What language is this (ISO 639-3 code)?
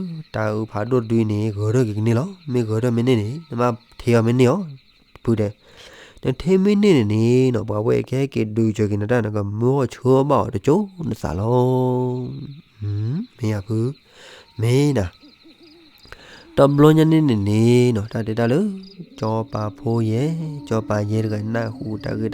ksw